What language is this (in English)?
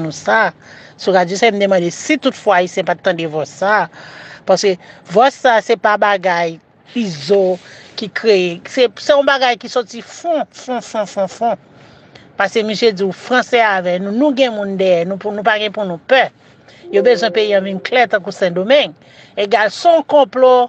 Haitian Creole